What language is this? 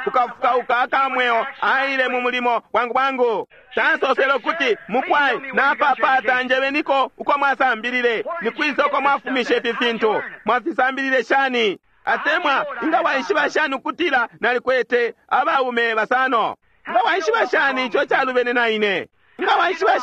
Bemba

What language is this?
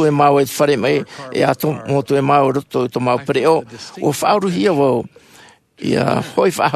Tahitian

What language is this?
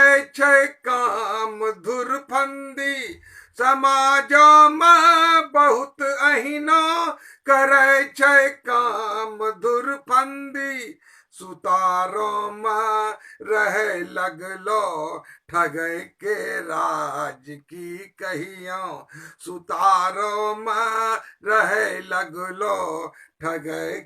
Angika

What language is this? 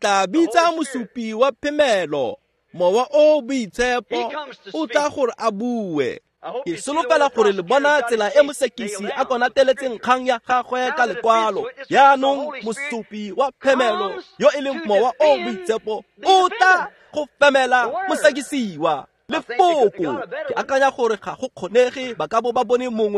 Tswana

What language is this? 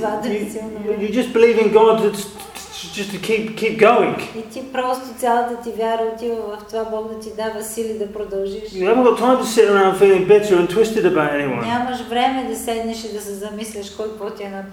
Bulgarian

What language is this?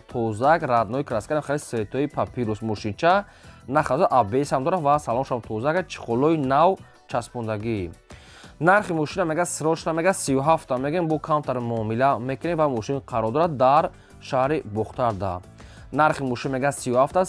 Tajik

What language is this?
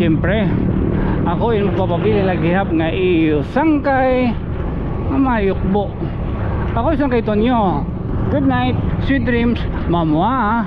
Waray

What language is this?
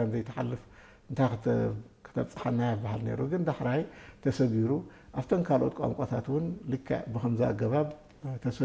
Tigrinya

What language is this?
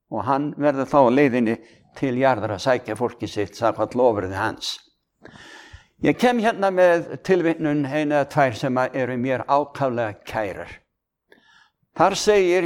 Icelandic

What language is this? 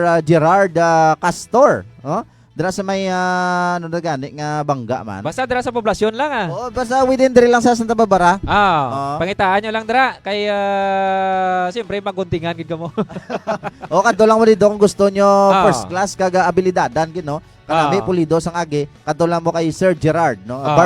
Hiligaynon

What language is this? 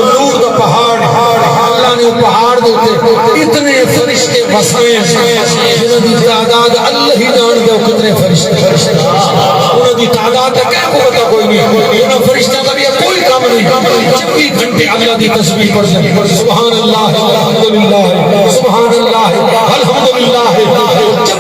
Saraiki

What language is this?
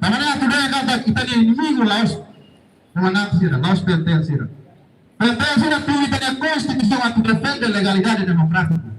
Tetum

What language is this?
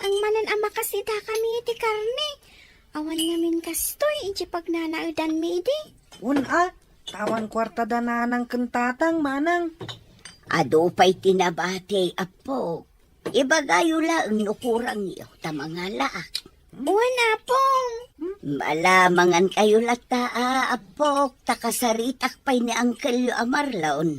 Iloko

